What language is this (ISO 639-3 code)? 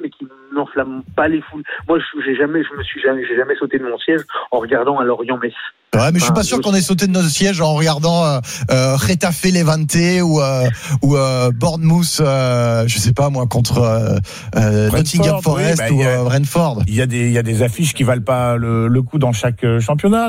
fra